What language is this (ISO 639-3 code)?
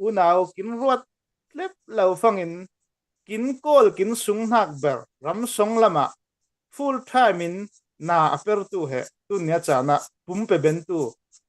cfm